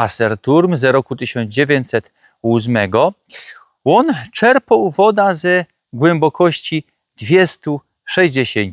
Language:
Silesian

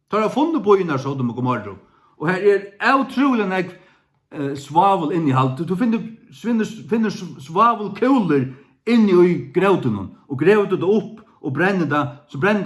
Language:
Faroese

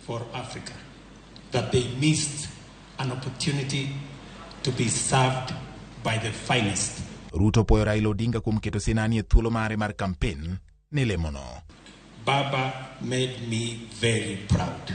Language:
Luo (Kenya and Tanzania)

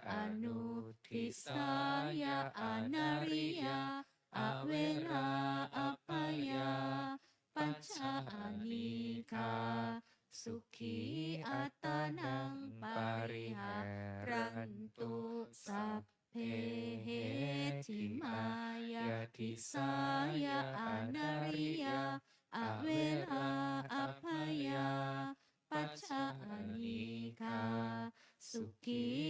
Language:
Pali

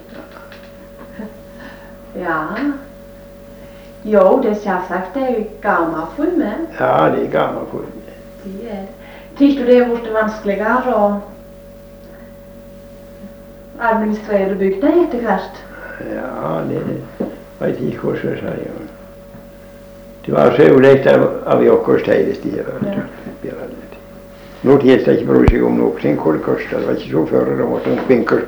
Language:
Norwegian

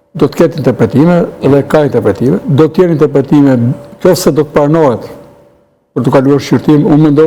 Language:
Albanian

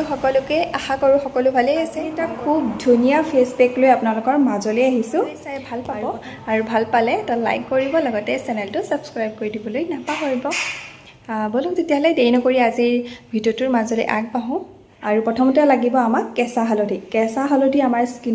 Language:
Assamese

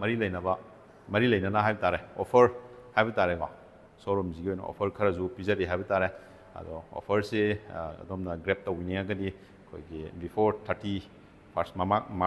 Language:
Manipuri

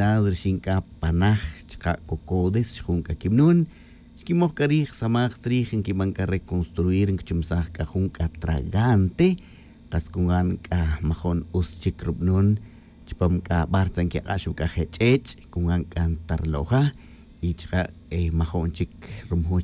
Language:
Tz'utujil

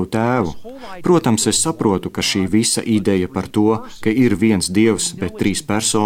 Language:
Latvian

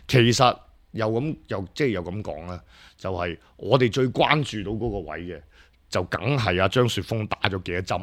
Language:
Cantonese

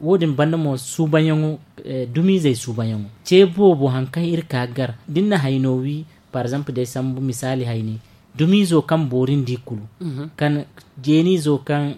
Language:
Zarma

